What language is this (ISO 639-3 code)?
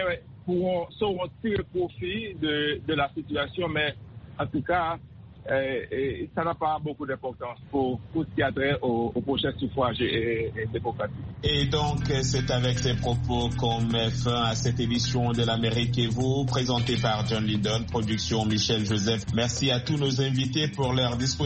fra